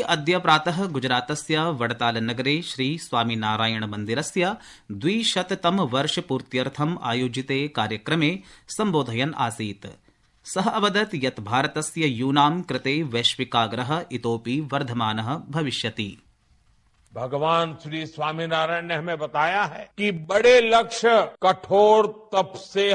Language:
Sanskrit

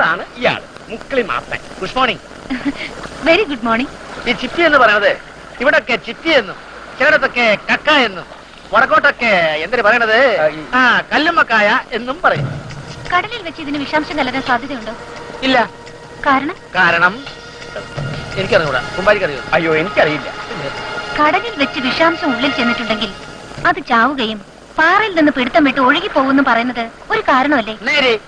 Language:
Malayalam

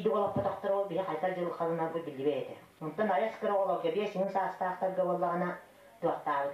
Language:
Yakut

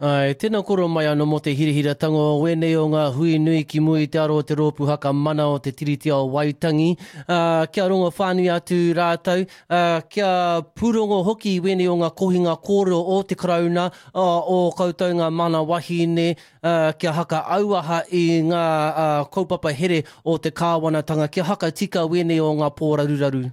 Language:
Māori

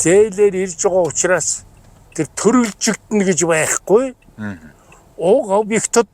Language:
Mongolian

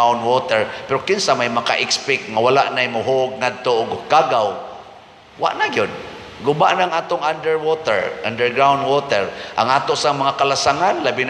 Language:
Cebuano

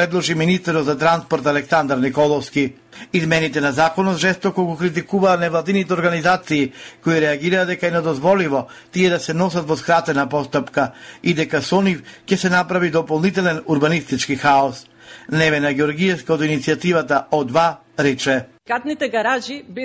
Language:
Macedonian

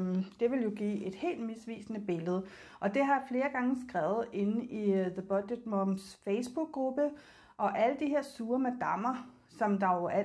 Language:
Danish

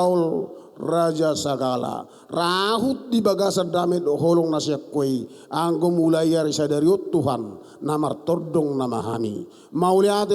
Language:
Batak Toba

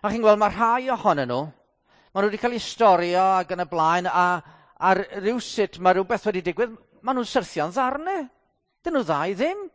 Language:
Welsh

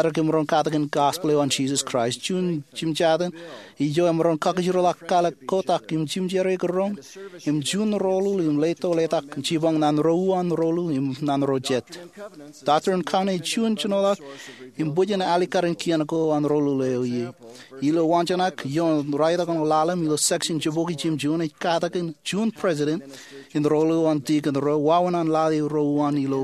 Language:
Marshallese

